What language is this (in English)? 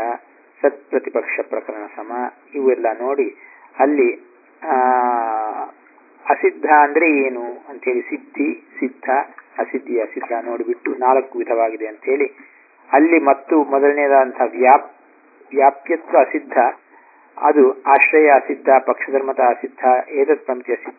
Kannada